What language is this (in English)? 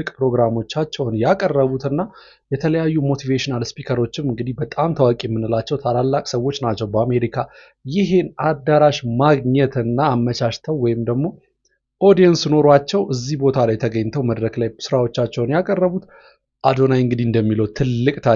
Amharic